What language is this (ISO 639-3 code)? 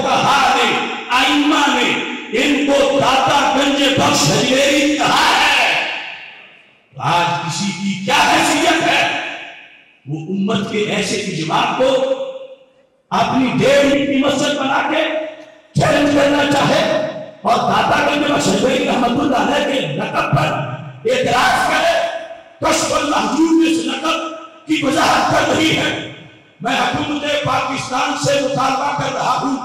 urd